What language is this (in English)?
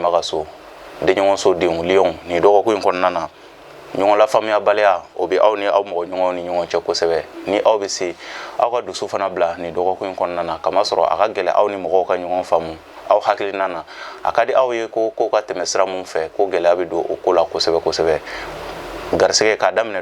Bambara